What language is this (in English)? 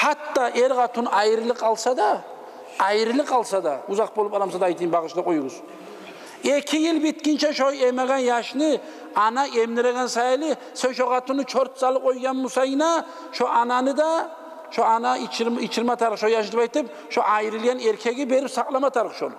Kumyk